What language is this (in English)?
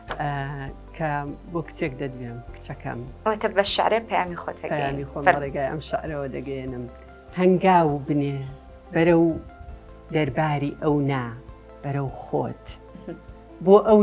Central Kurdish